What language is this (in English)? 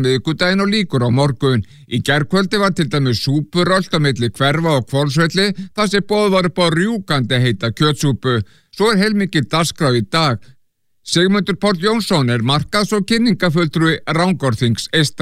Icelandic